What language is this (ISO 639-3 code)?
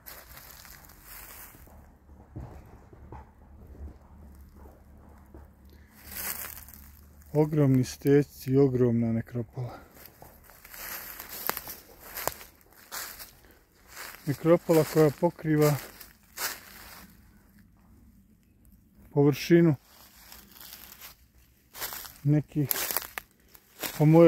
hrv